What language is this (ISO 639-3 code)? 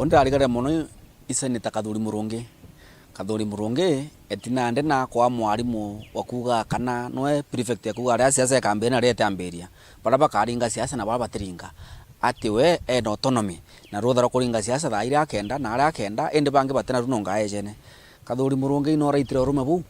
mer